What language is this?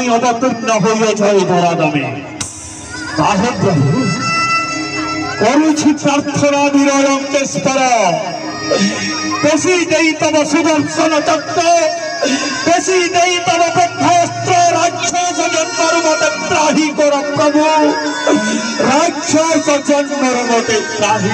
Odia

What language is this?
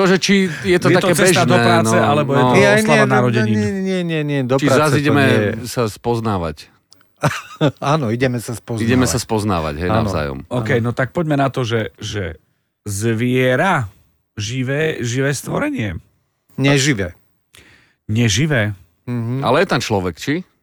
Slovak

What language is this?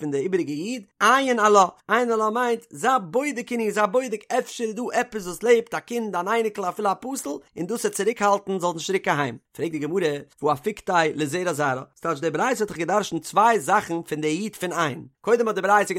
Yiddish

